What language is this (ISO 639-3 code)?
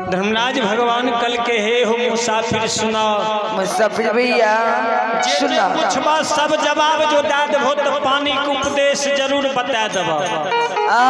mai